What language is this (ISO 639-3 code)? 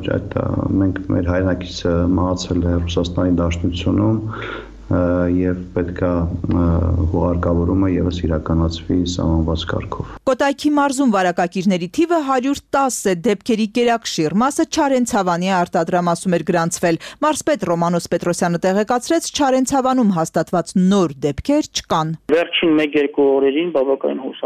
hye